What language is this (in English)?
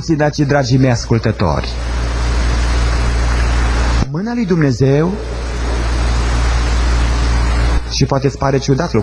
Romanian